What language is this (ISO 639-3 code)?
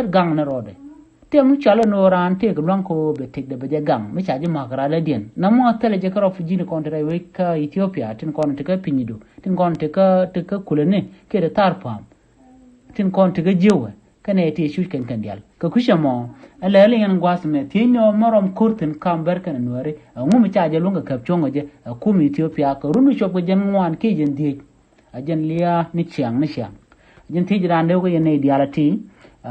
nus